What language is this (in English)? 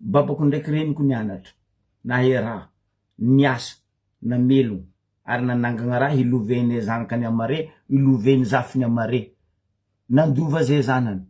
Malagasy